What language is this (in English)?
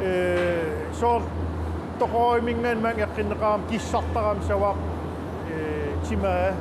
Kalaallisut